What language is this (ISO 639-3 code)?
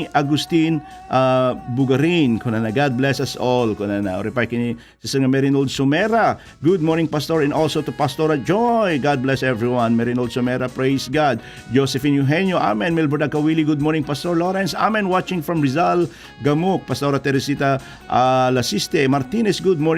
ilo